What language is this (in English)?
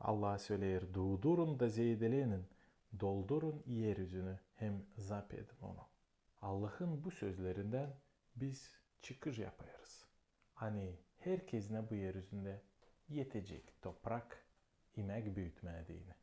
Gagauz